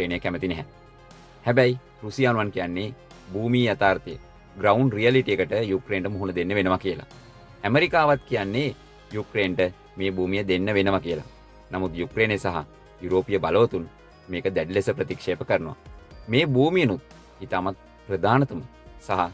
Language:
Sinhala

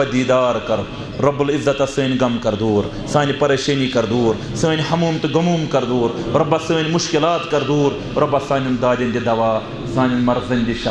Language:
Kashmiri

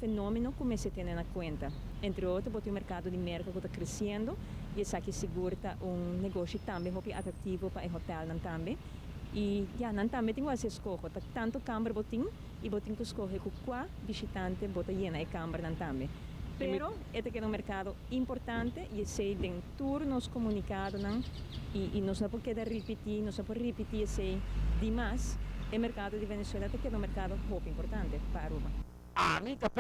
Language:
Papiamento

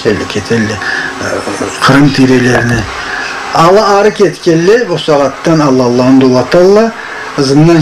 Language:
Karachay-Balkar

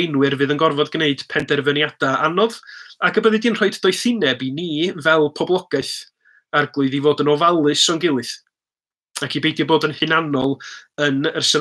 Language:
Welsh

